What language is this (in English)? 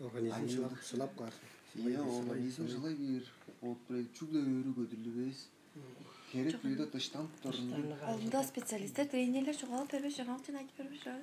Tuvinian